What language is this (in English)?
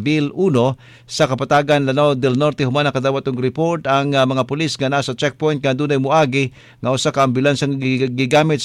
Cebuano